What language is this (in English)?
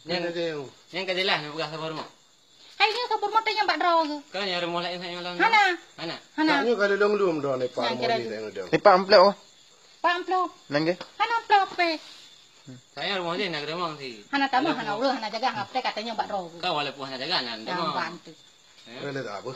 Achinese